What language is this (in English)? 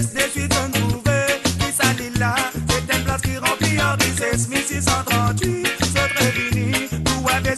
Morisyen